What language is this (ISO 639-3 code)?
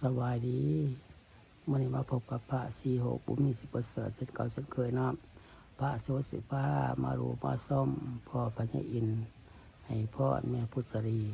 lao